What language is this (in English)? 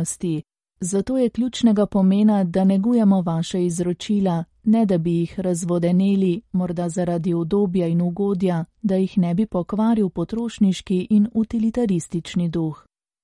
Slovenian